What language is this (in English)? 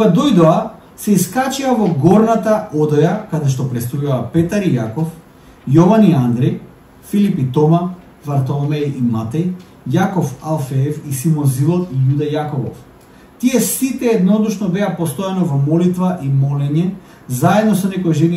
Macedonian